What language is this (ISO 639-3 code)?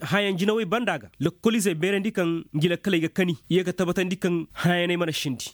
ses